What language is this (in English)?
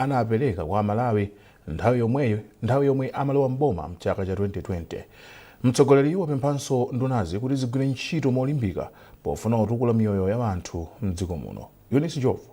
Nyanja